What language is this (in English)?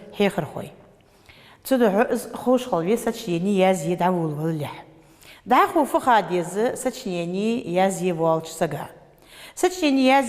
Ingush